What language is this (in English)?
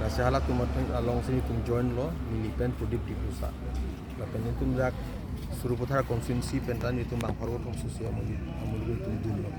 Karbi